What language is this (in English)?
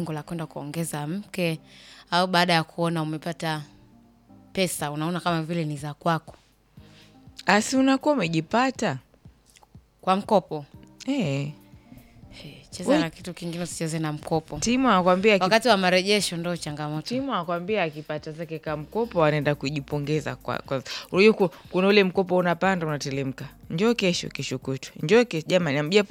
Swahili